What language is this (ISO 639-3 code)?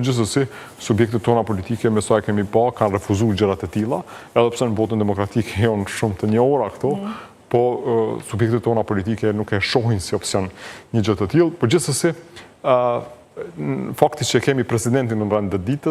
sqi